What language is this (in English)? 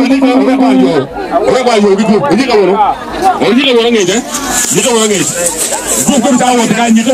Acoli